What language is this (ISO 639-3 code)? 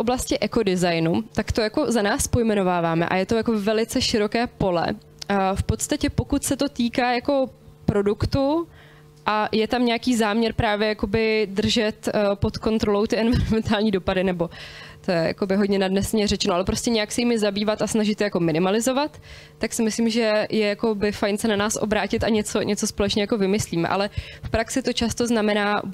ces